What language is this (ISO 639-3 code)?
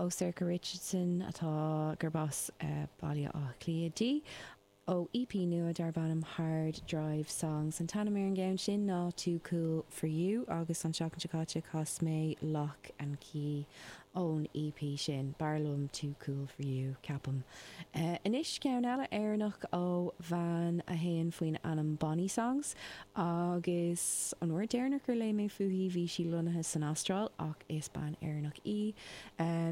gle